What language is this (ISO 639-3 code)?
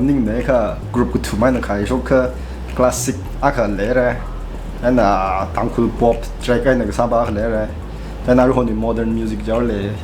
nmf